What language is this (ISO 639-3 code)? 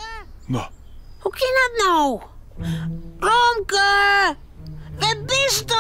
fry